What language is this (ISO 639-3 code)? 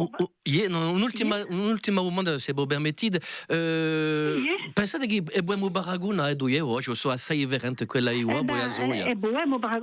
cos